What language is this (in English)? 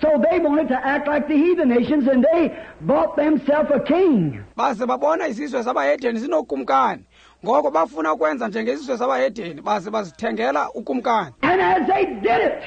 Xhosa